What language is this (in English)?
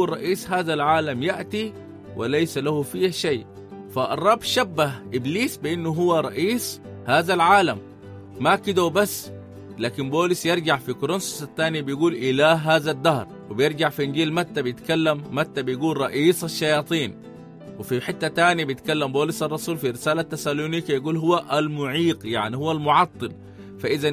Sudanese Arabic